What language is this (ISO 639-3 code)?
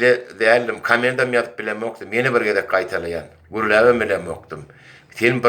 tuk